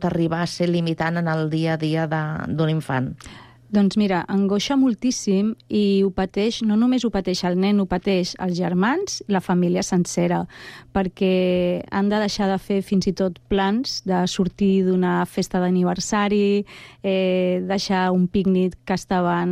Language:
Catalan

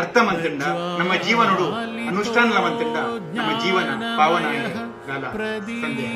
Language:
Tulu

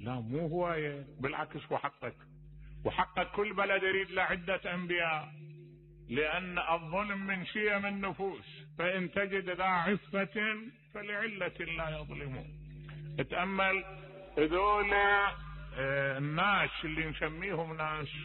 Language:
Mesopotamian Arabic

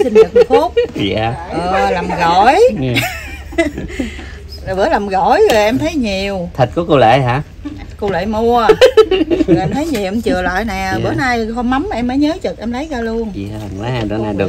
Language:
Vietnamese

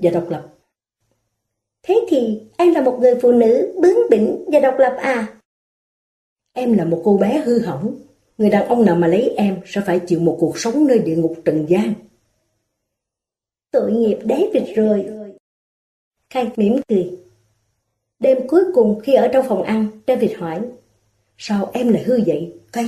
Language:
Vietnamese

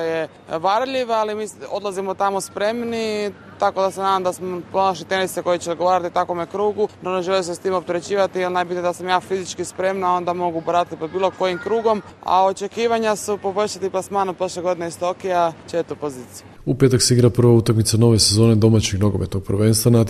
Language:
Croatian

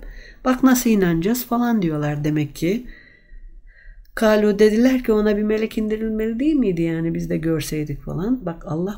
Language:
Turkish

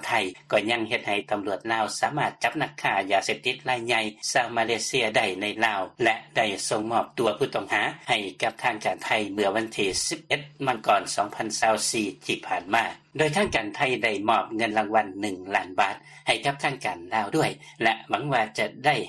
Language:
Lao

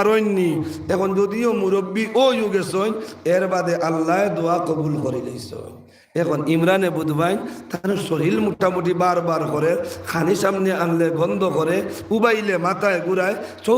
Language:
Sylheti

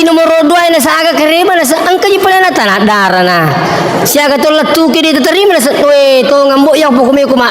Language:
Buginese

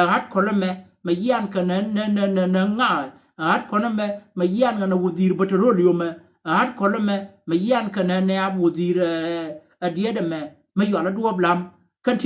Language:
Nuer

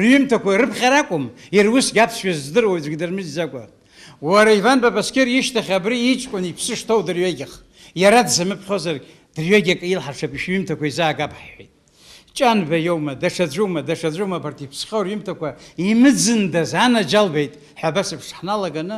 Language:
Abkhazian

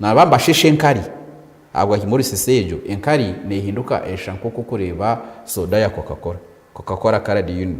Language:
Nyankole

